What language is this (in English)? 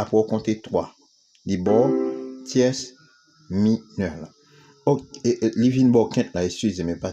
Haitian Creole